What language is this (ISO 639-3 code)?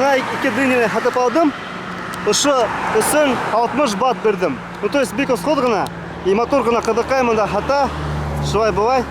bak